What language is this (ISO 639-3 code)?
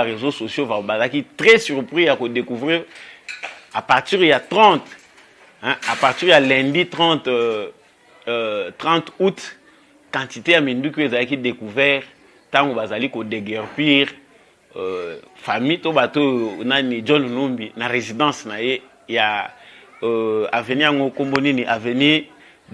lin